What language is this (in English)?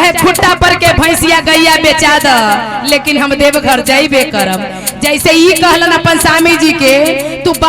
Magahi